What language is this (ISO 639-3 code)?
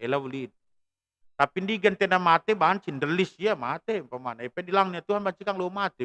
btx